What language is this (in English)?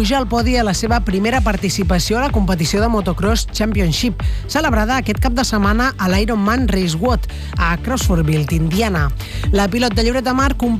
Catalan